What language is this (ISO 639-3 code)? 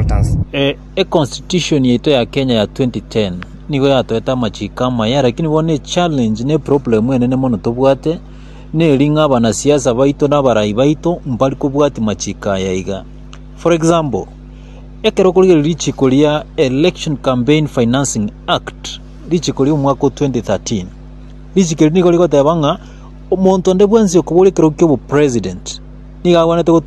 guz